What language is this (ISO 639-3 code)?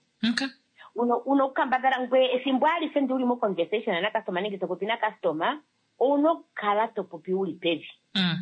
kua